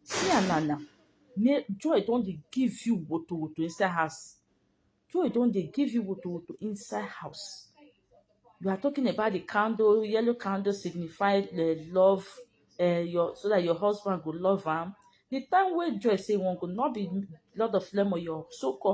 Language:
Nigerian Pidgin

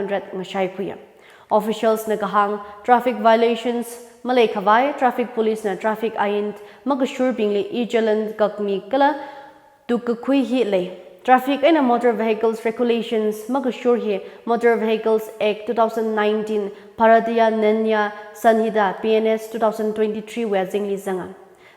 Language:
Tangkhul Naga (India)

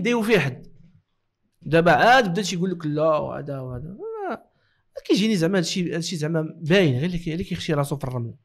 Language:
Moroccan Arabic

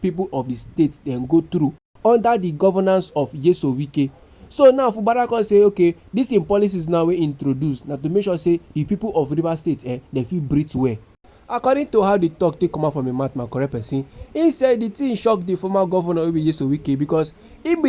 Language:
Nigerian Pidgin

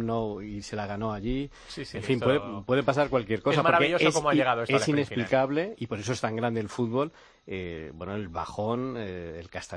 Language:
Spanish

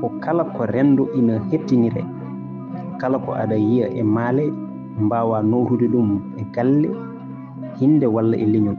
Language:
Fula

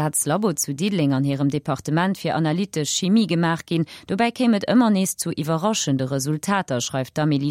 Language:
Luxembourgish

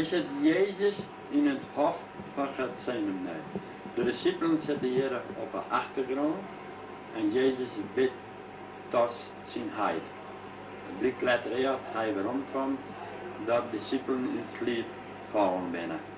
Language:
Western Frisian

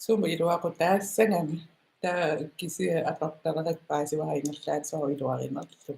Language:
Kalaallisut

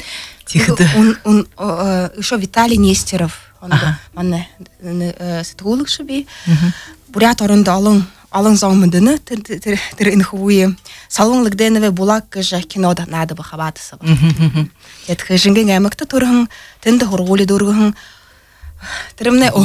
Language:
Buriat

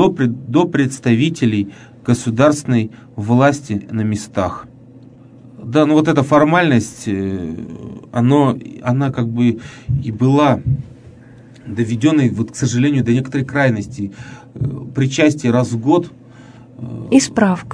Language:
Russian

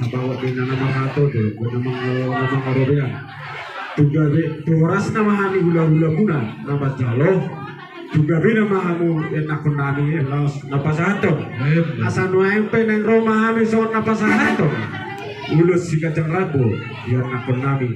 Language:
Batak Toba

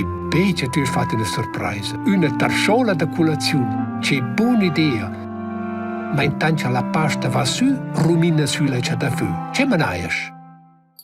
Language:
Romansh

